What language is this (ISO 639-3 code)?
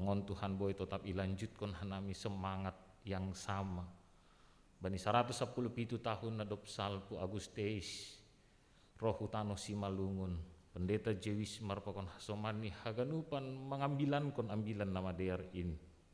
bts